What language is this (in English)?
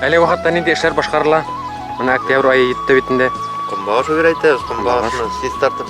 Bashkir